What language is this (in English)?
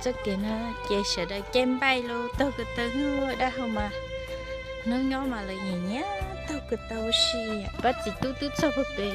Hmong